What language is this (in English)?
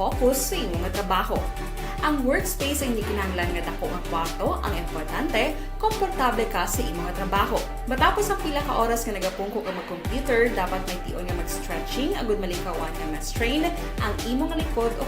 Hiligaynon